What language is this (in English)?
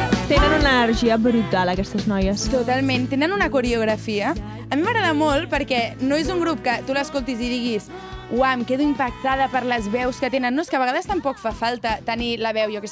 Catalan